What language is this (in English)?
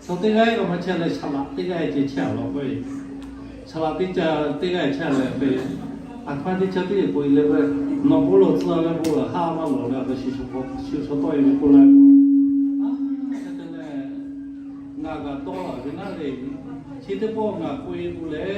Lahu